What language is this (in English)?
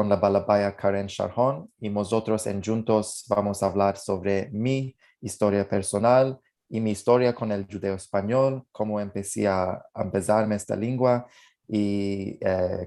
Ladino